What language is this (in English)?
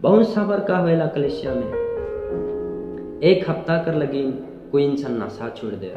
Sadri